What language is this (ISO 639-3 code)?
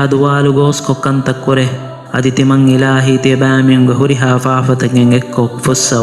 div